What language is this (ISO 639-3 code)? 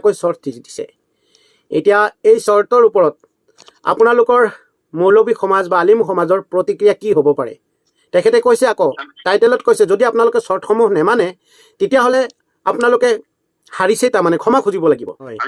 asm